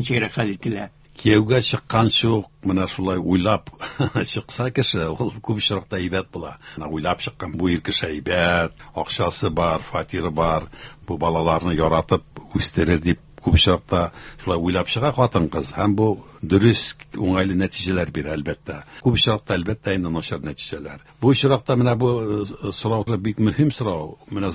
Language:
Tatar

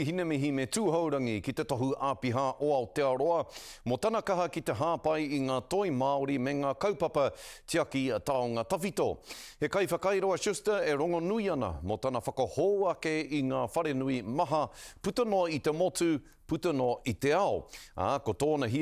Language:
Māori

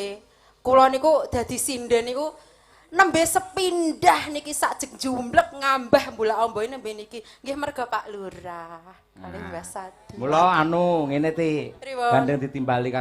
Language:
Javanese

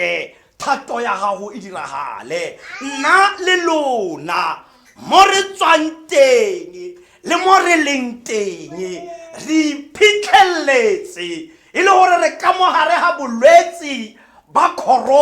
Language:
Tswana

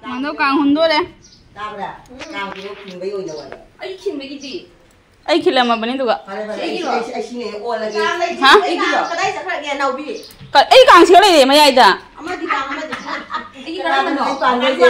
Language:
Manipuri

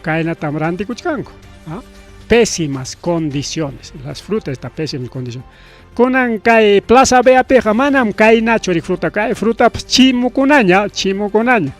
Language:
Ayacucho Quechua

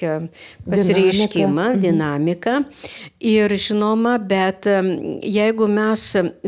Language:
Lithuanian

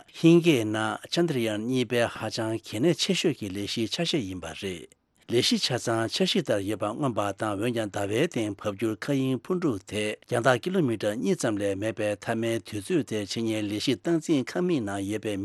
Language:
Tibetan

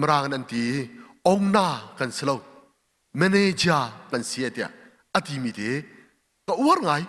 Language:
Hakha Chin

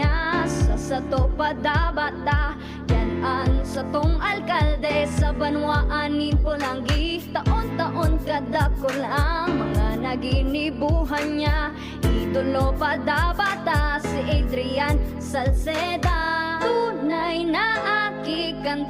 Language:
Bikol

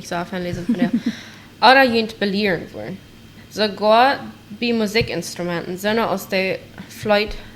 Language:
Plautdietsch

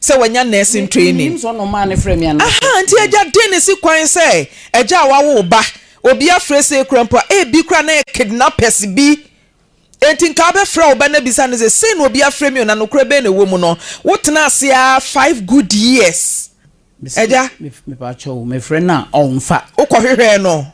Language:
Akan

